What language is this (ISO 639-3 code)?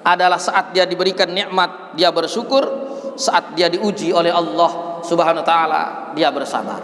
sas